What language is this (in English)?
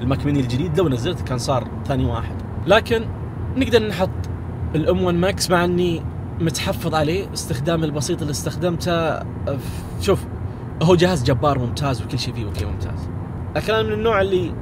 Najdi Arabic